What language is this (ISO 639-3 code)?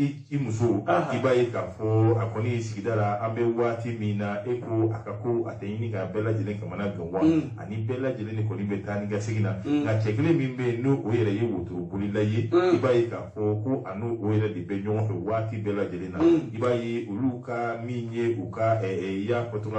bam